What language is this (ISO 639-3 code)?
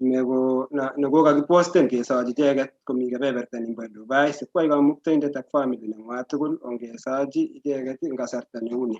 kln